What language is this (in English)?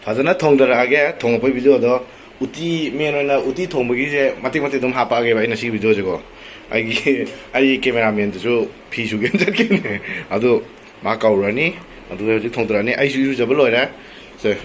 Manipuri